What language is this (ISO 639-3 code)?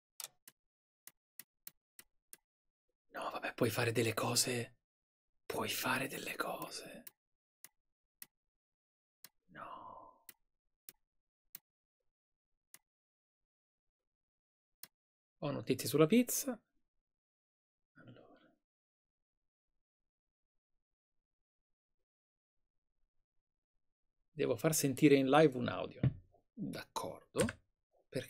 ita